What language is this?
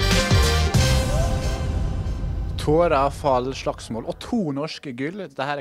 Norwegian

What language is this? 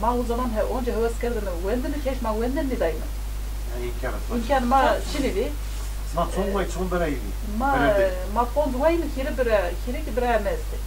Zaza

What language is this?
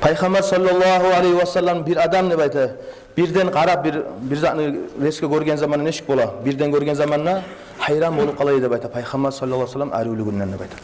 Kumyk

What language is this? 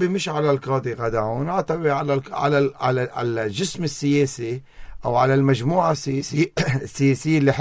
North Levantine Arabic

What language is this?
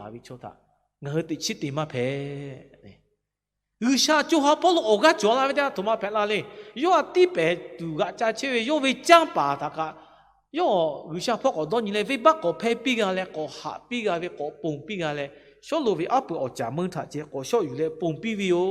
Lahu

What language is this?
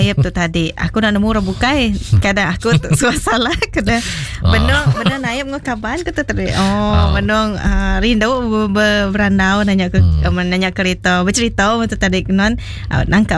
Iban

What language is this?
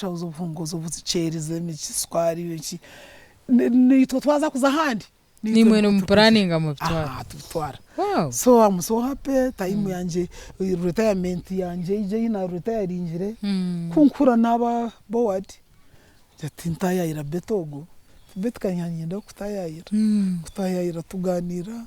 Nyankole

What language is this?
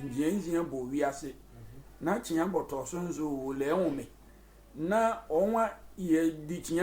Sehwi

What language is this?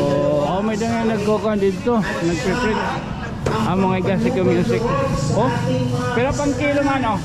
Waray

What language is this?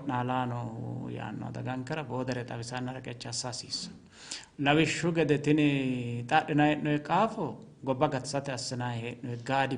Sidamo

